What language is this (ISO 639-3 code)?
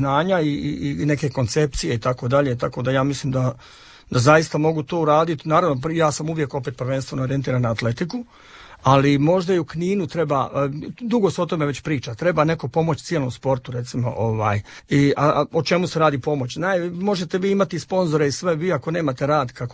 hrv